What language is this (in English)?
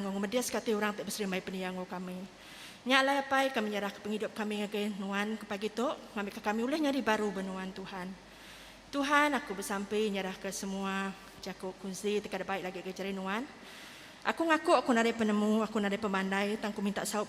Iban